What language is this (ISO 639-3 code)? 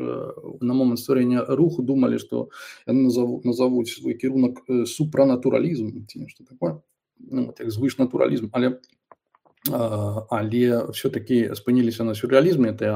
bel